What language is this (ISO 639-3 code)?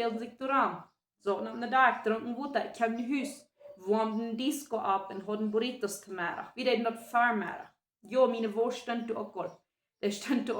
pdt